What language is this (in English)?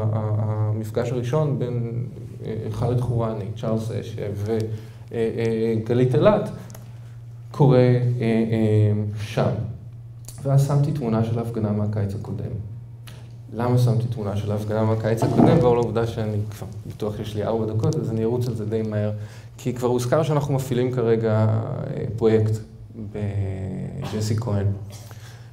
Hebrew